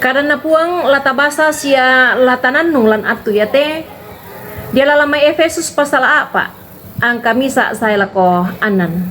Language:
Toraja-Sa'dan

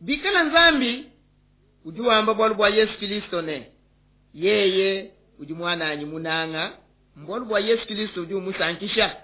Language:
Luba-Lulua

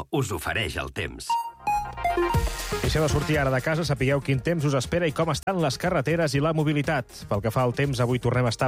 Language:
Catalan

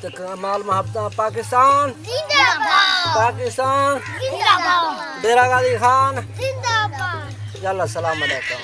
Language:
Saraiki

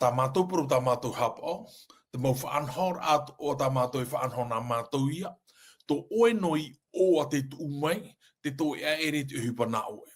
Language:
Tahitian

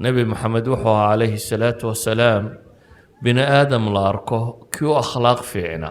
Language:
Somali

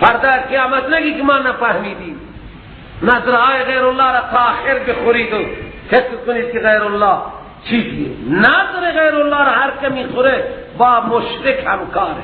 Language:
Persian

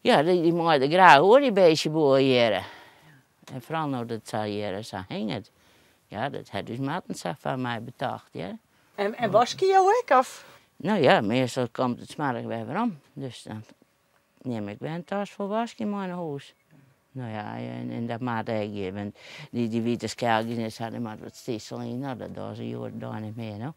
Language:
Western Frisian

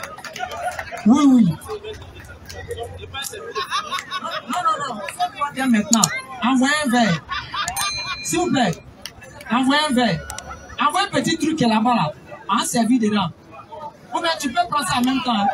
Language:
French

